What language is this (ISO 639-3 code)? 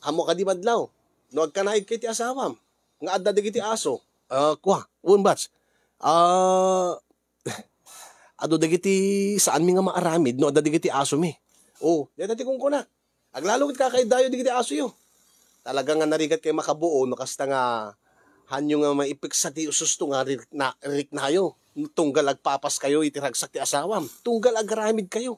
ilo